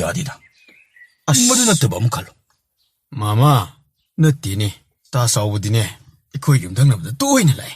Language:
Manipuri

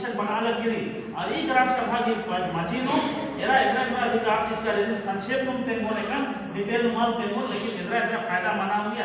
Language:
Kurukh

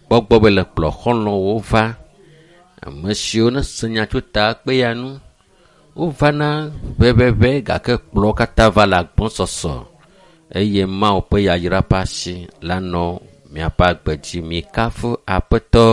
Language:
Ewe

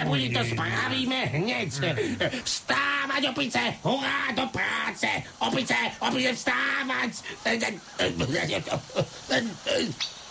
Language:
Slovak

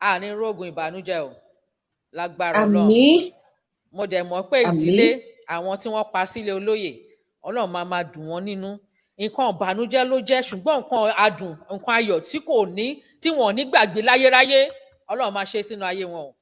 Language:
Yoruba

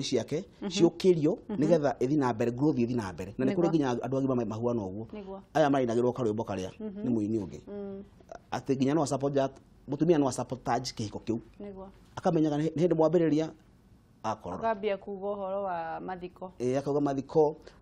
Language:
Kikuyu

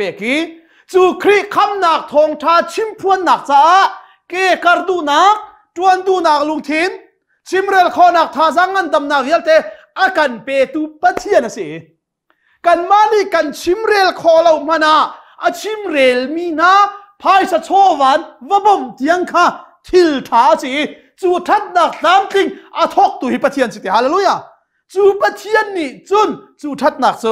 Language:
Hakha Chin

